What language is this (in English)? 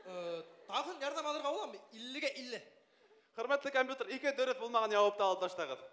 Bashkir